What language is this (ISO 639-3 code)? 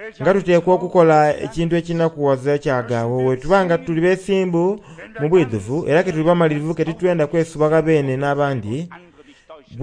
xog